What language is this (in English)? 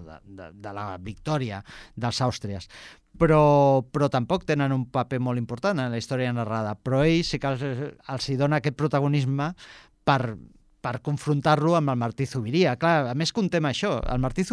Catalan